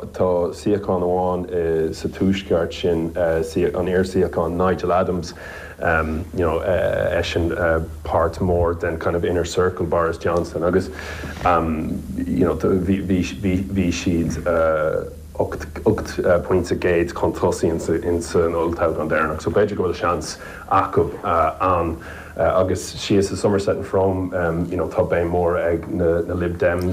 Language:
Irish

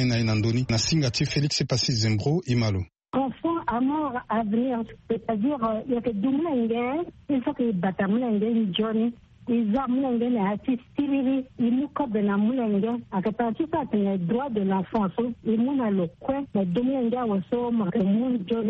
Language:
Sango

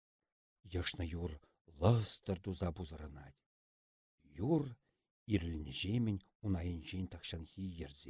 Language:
Chuvash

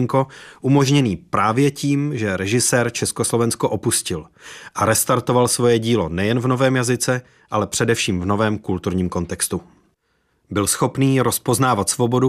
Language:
Czech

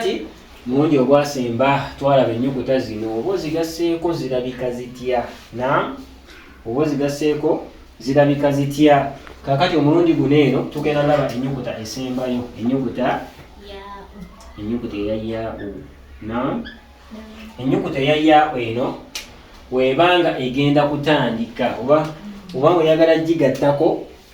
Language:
Ganda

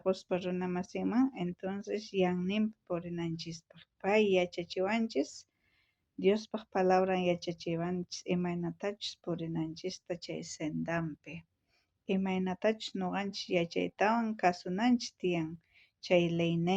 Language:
South Bolivian Quechua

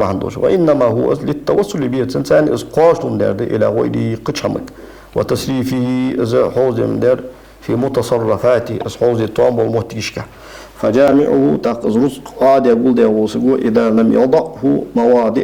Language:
Ingush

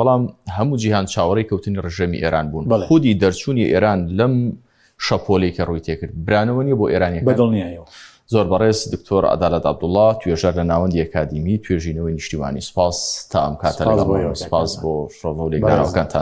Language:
Central Kurdish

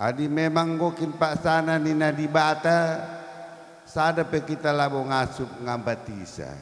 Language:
Batak Karo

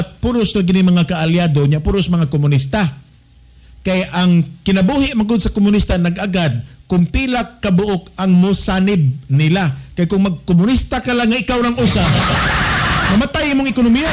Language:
Cebuano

